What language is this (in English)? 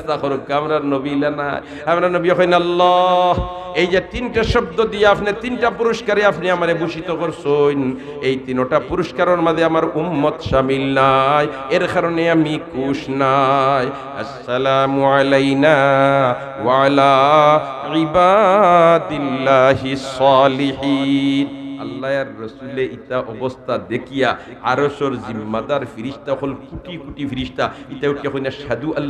Sylheti